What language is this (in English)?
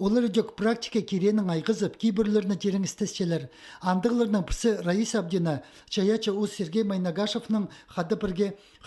Khakas